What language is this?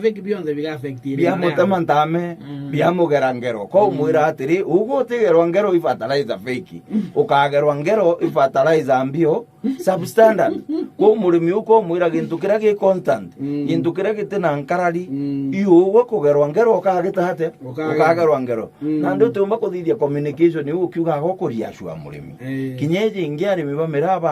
Meru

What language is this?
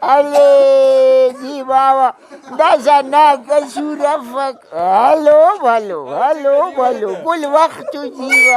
Brahui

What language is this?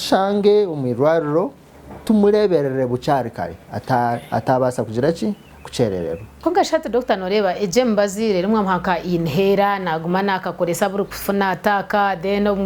Nyankole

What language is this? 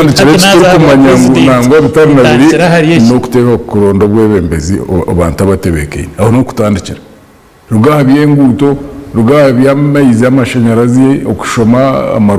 Nyankole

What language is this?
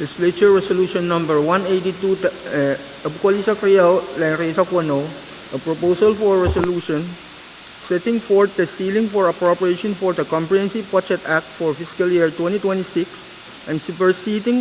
Pohnpeian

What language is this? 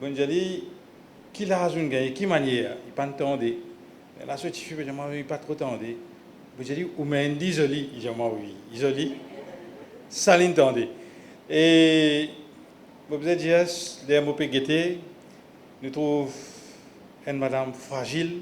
Morisyen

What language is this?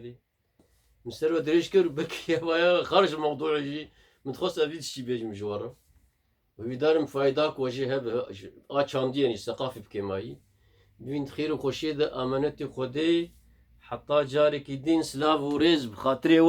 Kurdish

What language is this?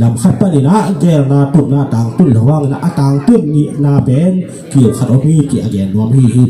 Tedim Chin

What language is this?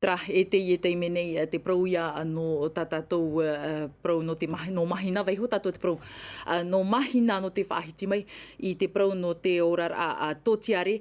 Tahitian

